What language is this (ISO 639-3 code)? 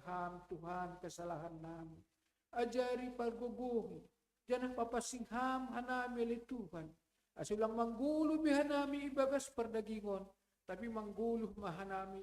bts